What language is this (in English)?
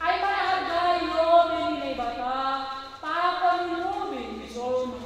Batak Toba